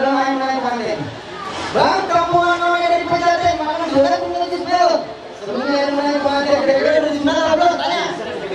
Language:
Betawi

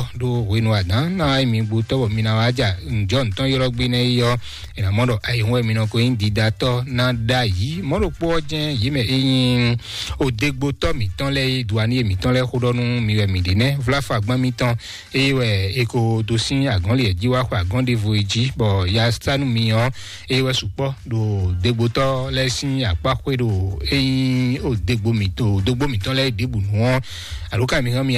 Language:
Fon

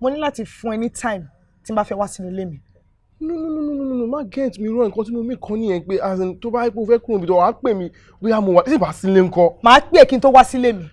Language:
Yoruba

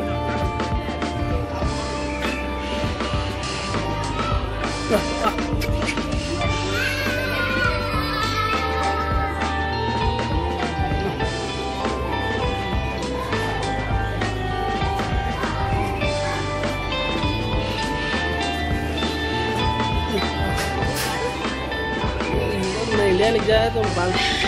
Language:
Hindi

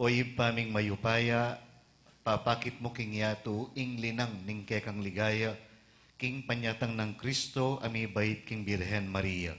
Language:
Pampanga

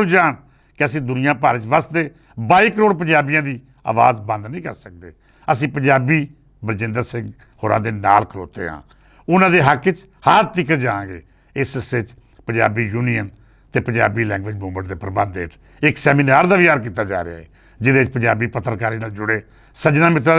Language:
Western Panjabi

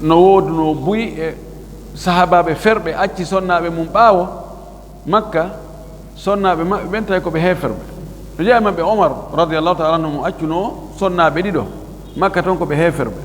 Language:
Fula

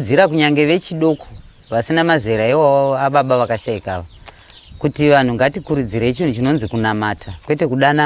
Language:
Shona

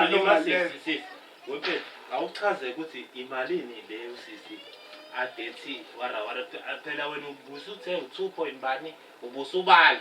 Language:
Zulu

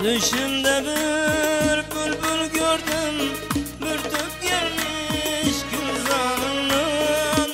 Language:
Kara-Kalpak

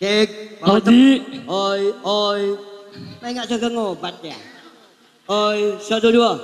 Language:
Madurese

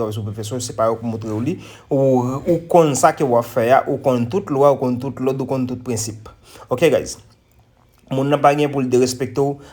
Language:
Haitian Creole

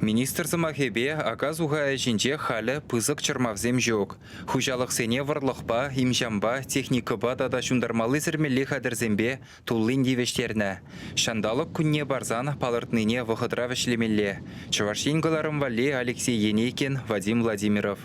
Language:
Chuvash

